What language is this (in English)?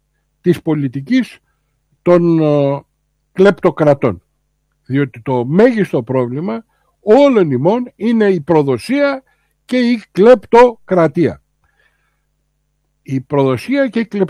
Greek